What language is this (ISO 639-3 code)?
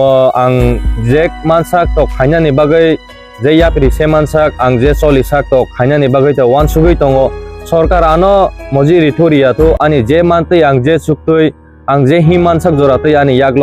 trp